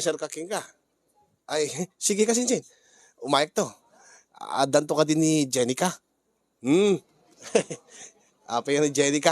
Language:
Iloko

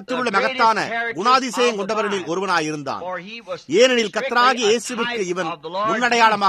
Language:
Tamil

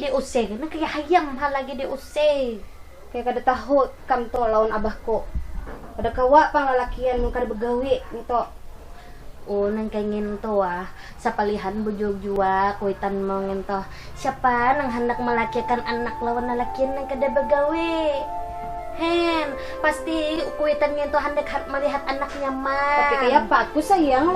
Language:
Banjar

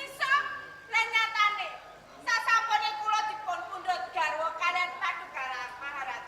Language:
Javanese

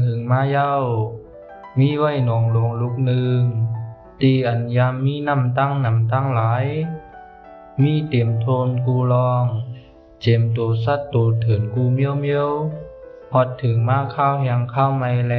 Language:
Shan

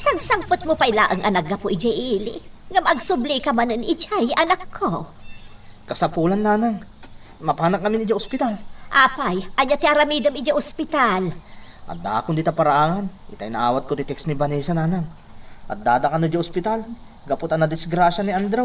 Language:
Iloko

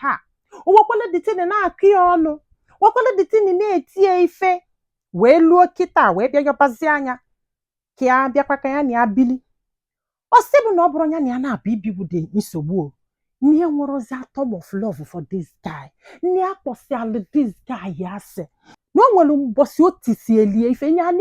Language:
Igbo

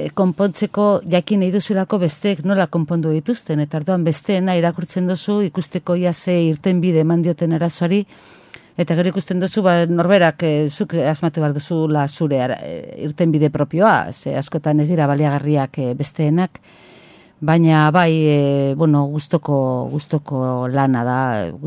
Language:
Basque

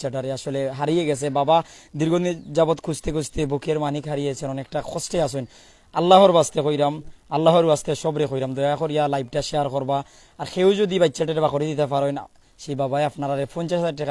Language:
Sylheti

